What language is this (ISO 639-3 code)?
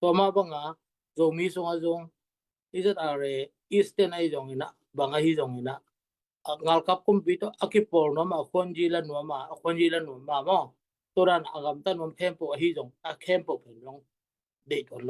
ctd